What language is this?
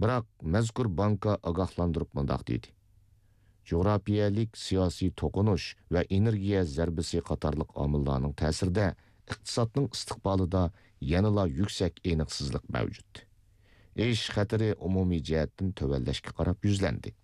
Uyghur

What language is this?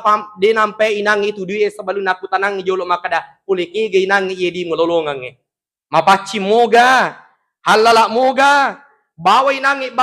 Buginese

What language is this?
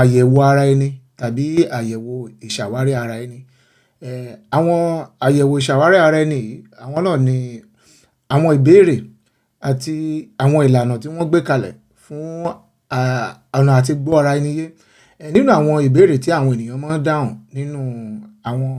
Yoruba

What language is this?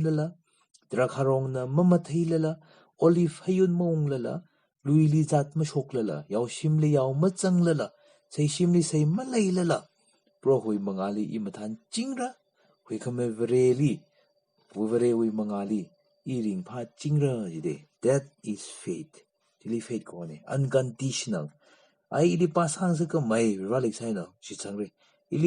Tangkhul Naga (India)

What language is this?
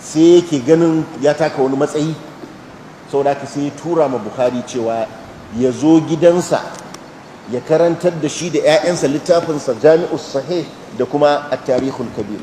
Hausa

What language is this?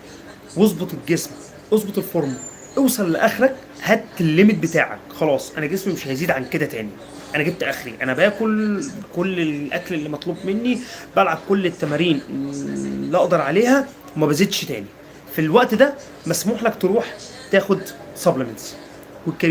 Egyptian Arabic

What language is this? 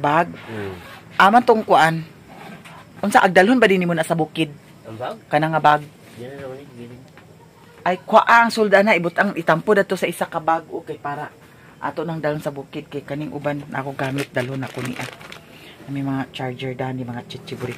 Cebuano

